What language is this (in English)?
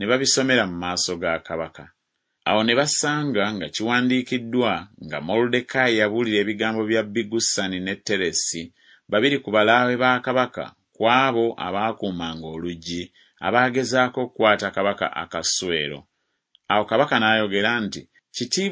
Ganda